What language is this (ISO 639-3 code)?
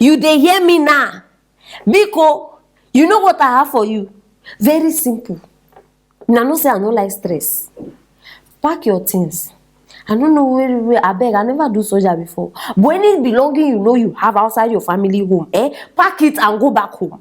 pcm